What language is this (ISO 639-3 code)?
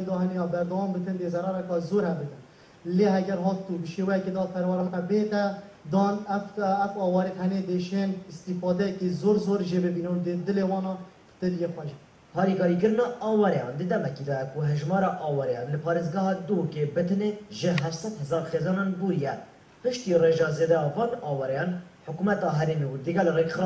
kur